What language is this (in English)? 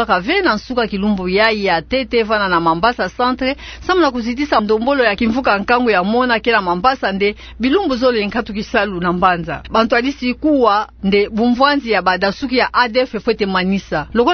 Kituba (Democratic Republic of Congo)